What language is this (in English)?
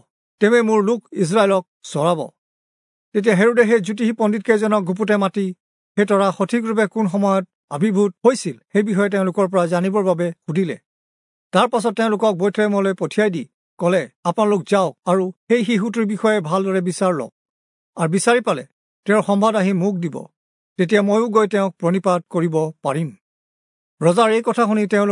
Assamese